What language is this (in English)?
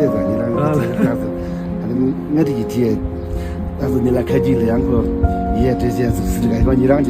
Tibetan